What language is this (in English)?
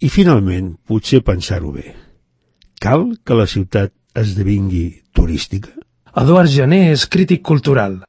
Catalan